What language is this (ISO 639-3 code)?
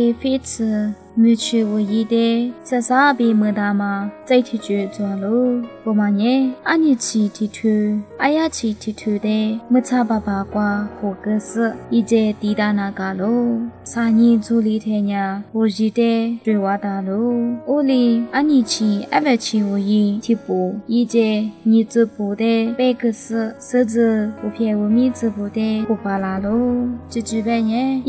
lis